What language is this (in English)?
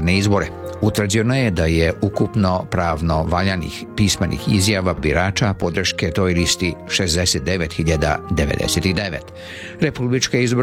Serbian